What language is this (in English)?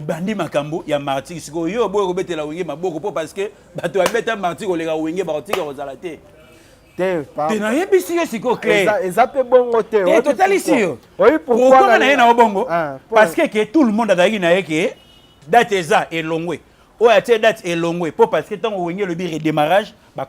Lingala